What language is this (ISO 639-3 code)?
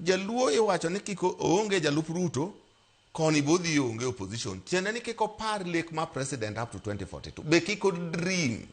luo